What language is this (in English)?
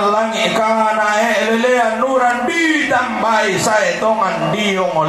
Toraja-Sa'dan